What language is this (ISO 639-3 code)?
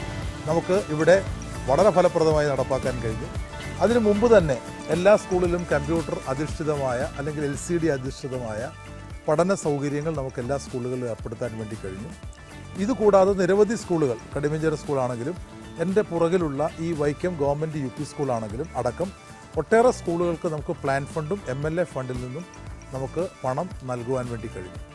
mal